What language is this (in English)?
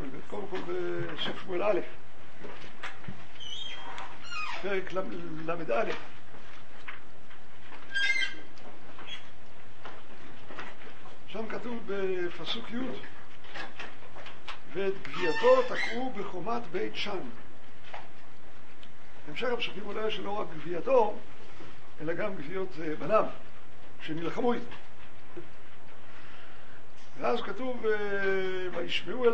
Hebrew